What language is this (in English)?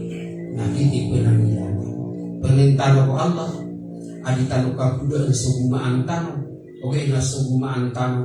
Maranao